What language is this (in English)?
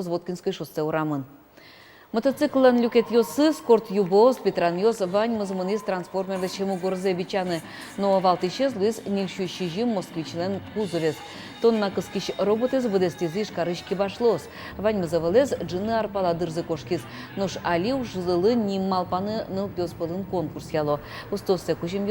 Udmurt